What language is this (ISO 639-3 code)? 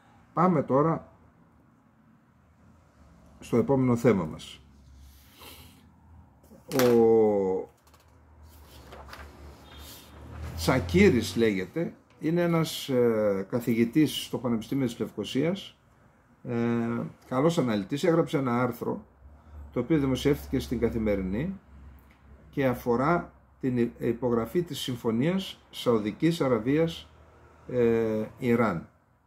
ell